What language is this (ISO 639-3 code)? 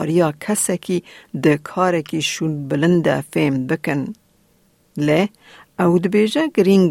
kur